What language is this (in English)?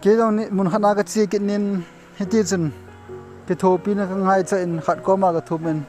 Thado Chin